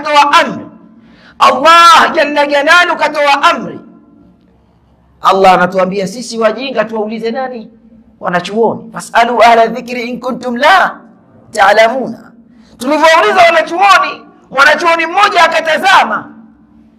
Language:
Swahili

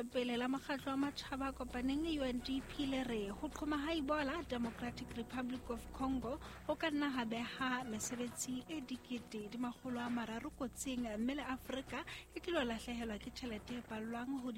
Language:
Southern Sotho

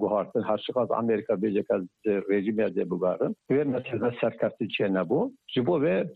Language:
Kurdish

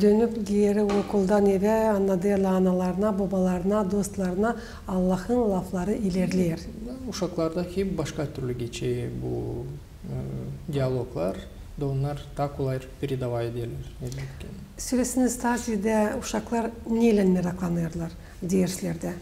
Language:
Gagauz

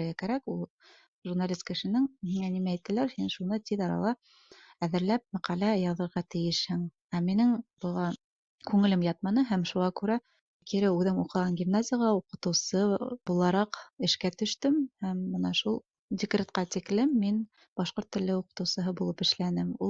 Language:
Bashkir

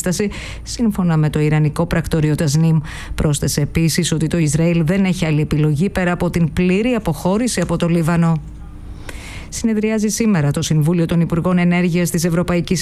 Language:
Greek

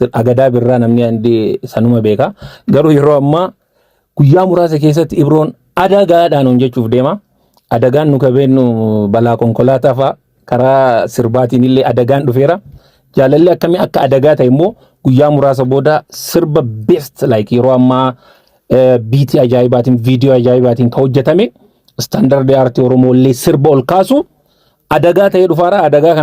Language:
Oromo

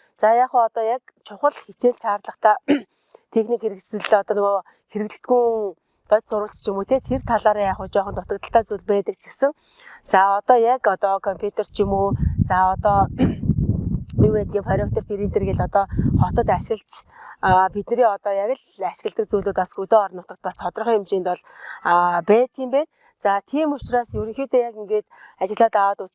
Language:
Mongolian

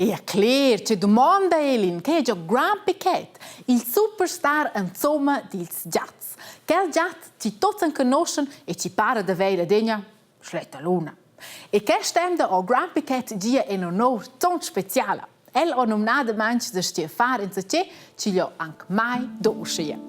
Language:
Romansh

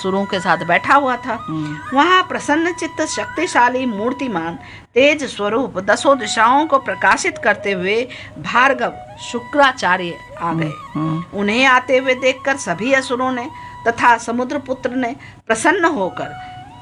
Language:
Hindi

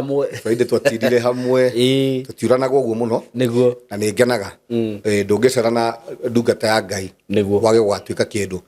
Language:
Kikuyu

